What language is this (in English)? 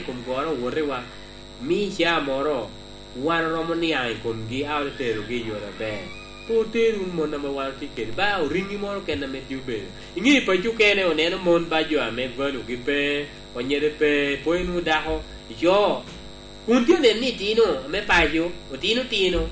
Lango (Uganda)